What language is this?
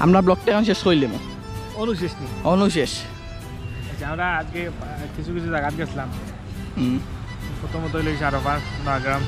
Sylheti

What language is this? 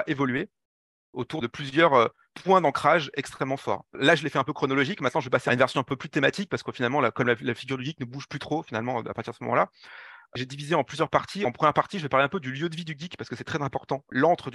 French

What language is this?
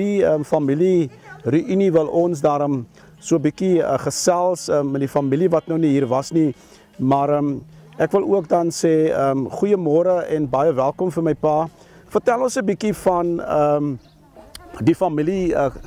Afrikaans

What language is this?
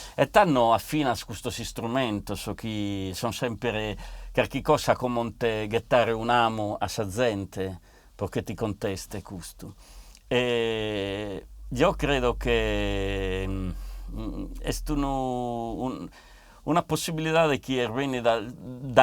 Sardinian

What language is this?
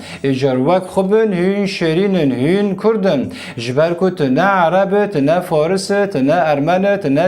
Kurdish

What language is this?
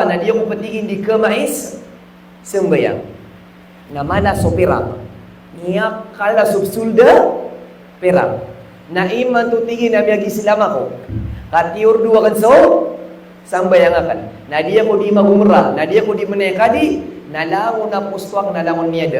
Maranao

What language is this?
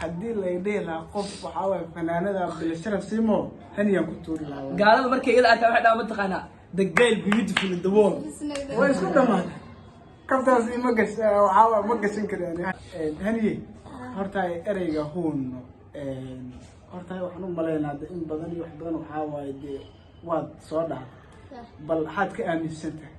Somali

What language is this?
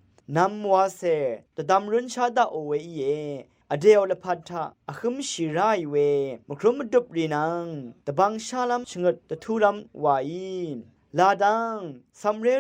Rawang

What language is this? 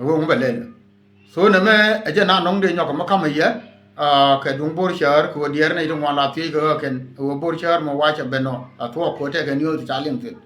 Nuer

